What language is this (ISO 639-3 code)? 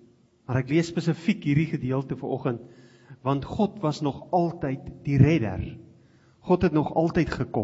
afr